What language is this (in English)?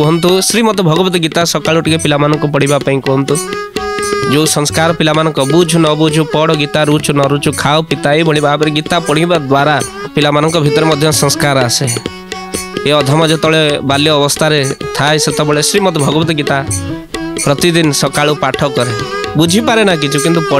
Odia